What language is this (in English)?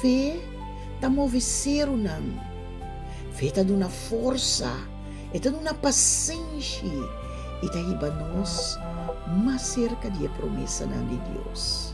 Papiamento